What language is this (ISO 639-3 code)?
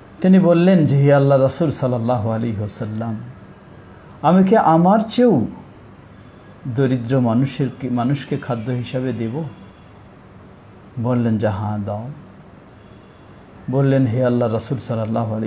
ben